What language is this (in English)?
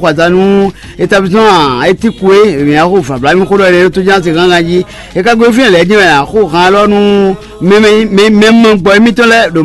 Fon